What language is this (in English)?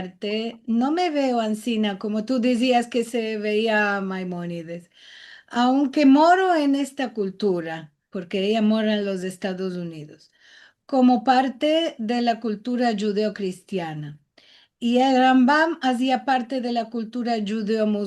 Ladino